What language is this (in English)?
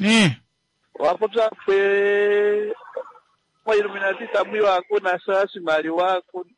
Kuanyama